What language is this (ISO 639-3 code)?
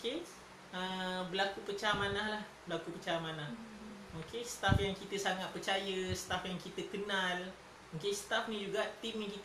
msa